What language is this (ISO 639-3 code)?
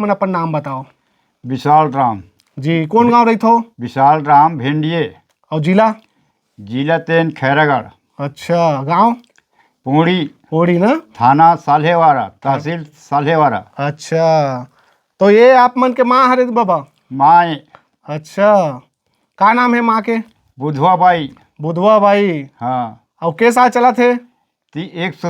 hne